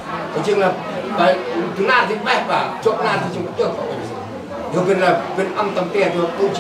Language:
Central Mnong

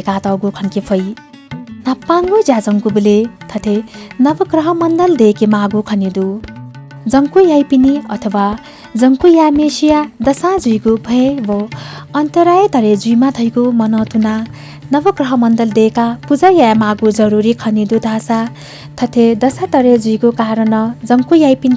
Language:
Newari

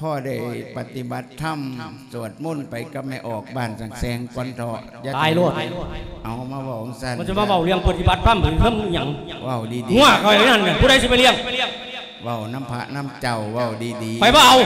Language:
Lao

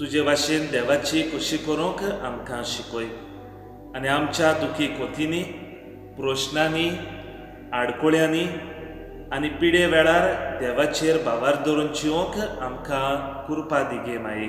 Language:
Konkani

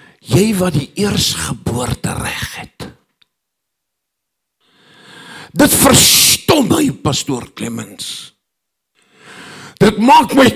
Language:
Afrikaans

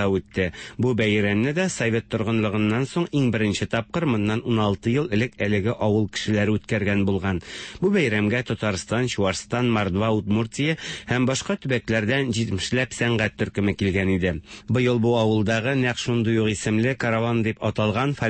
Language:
Tatar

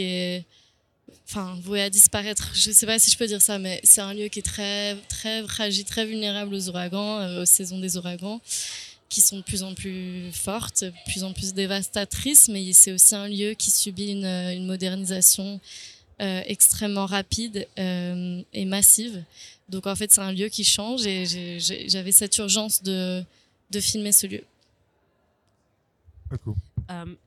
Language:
French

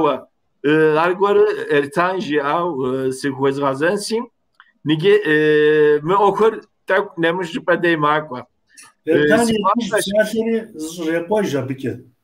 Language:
Kabardian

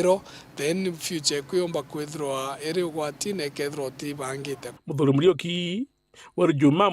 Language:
Meru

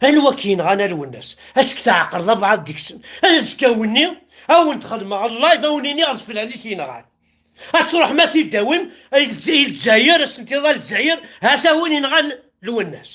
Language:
Kabyle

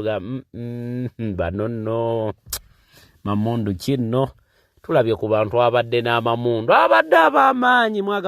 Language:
Ganda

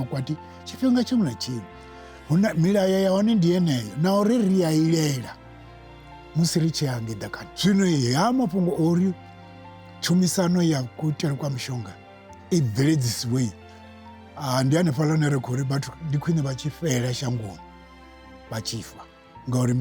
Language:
Venda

